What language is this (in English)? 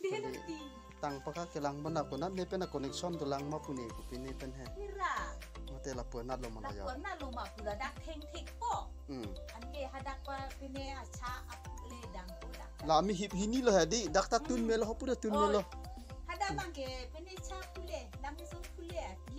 Karbi